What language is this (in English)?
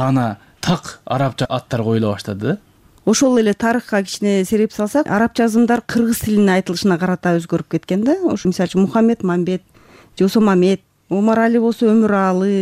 Kyrgyz